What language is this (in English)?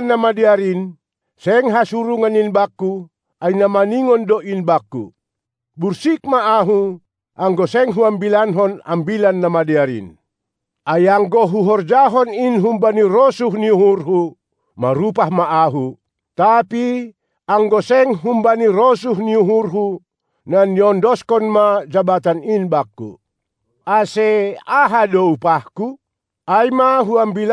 Batak Simalungun